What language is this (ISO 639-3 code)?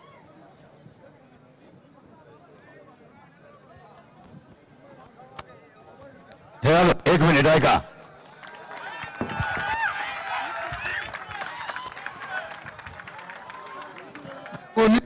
mar